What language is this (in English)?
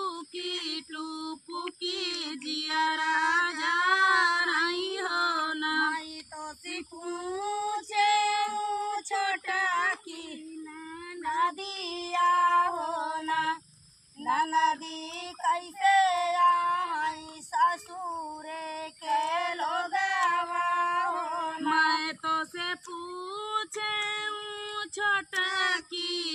Bhojpuri